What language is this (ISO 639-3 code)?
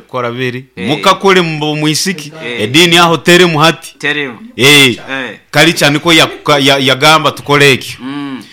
nyo